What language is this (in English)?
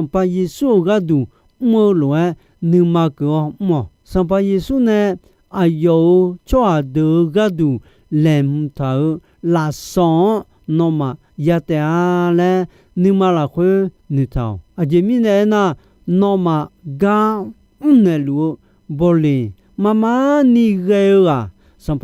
Akha